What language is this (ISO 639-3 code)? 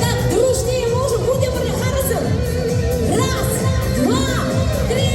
chv